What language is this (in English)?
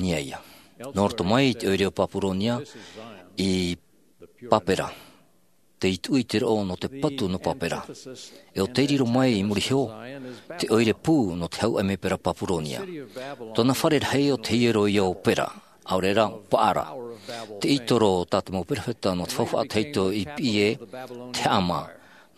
Tahitian